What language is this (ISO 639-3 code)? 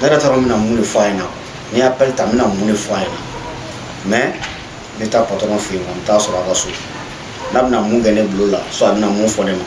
bam